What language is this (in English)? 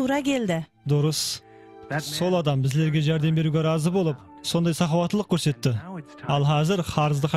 Kara-Kalpak